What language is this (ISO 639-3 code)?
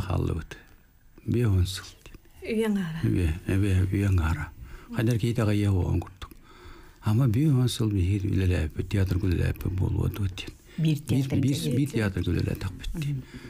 sah